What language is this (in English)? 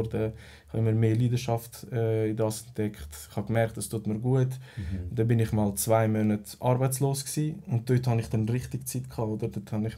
Swiss German